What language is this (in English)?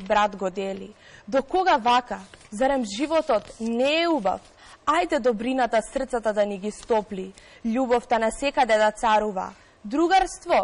Macedonian